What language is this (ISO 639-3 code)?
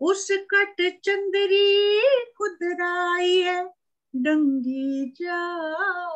doi